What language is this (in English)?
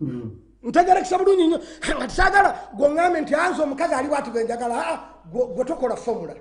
Ganda